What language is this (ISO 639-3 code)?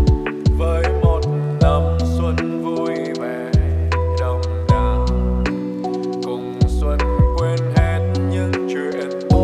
vie